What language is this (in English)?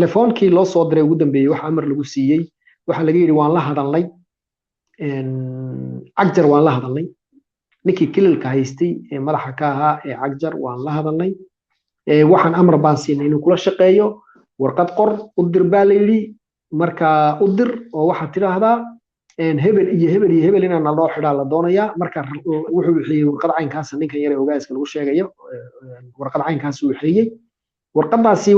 Somali